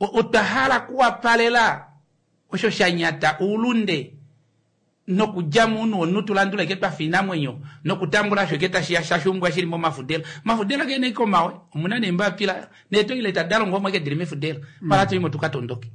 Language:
Kuanyama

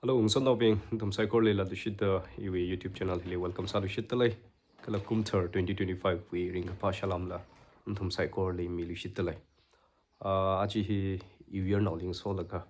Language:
Tangkhul Naga (India)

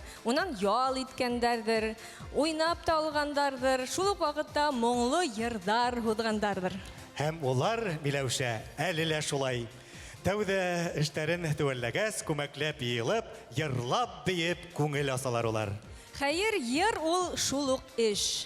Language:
Bashkir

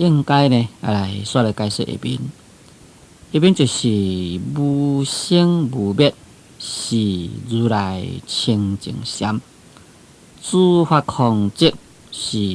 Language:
Min Nan Chinese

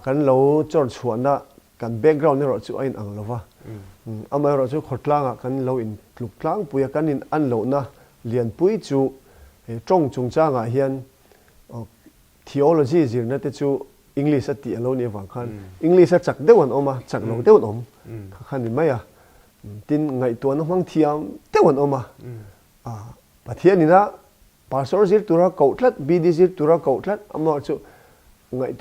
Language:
Mizo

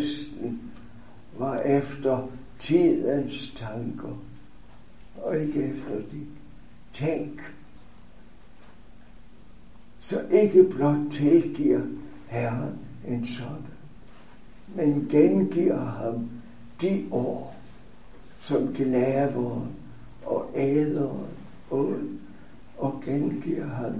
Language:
Danish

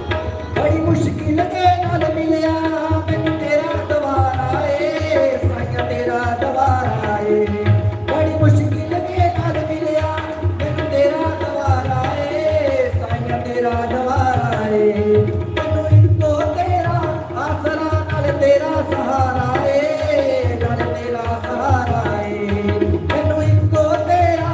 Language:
Dogri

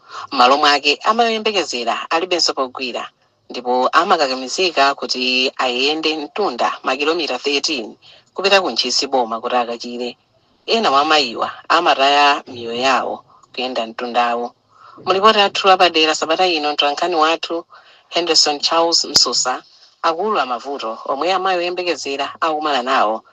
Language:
Nyanja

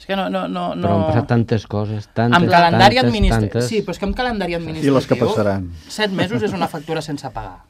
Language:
Catalan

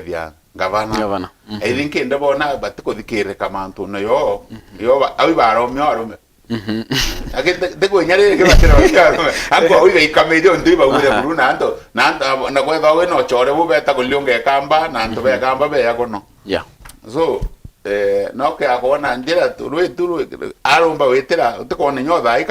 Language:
Meru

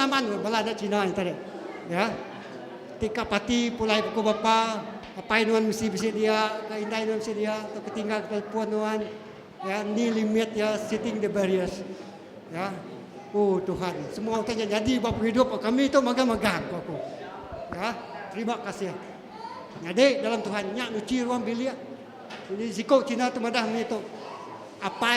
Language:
Iban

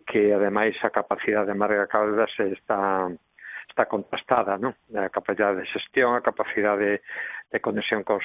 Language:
Galician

